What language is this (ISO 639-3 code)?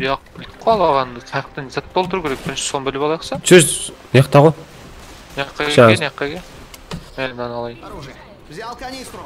kaa